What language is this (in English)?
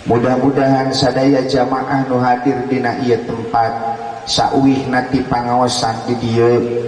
Sundanese